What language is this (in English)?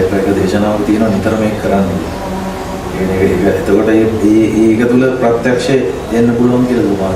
Sinhala